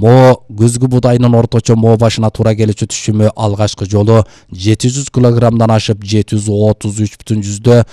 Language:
Kyrgyz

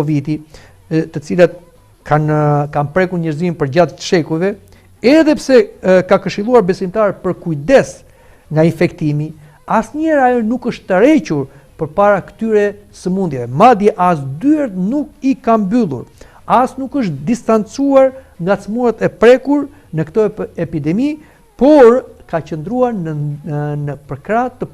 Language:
Albanian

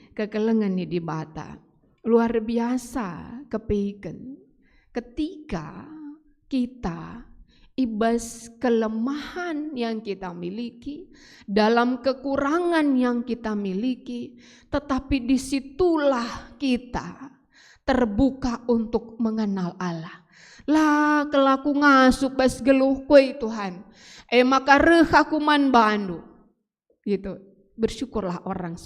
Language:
Batak Karo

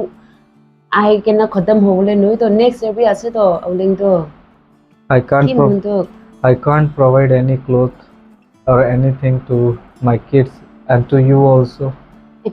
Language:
Naga Pidgin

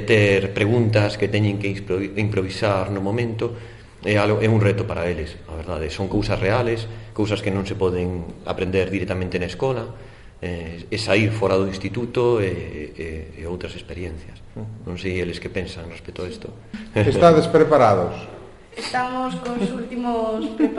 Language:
Galician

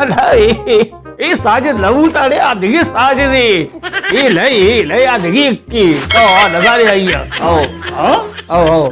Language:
Baluchi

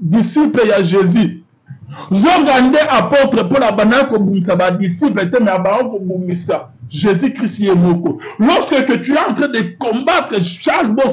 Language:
Lingala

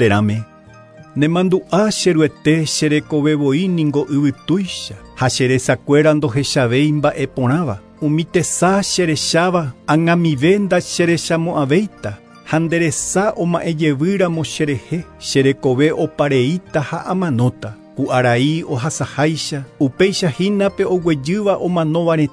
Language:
Guarani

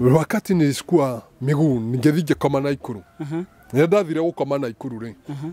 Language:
Kikuyu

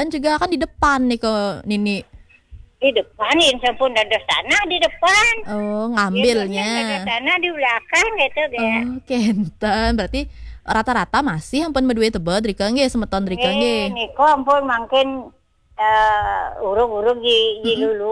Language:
Balinese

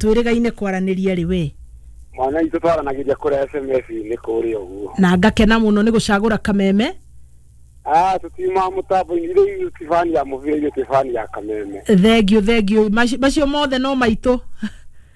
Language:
Kikuyu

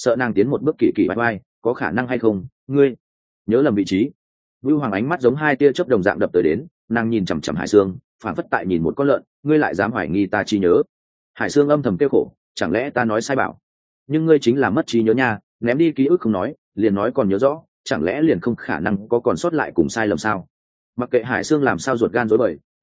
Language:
Vietnamese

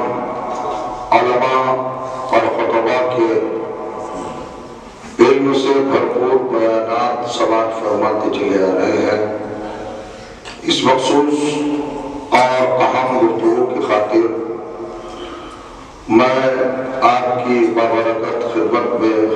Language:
Urdu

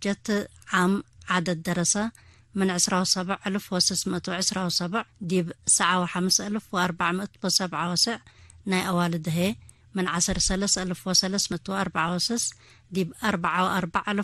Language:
Tigre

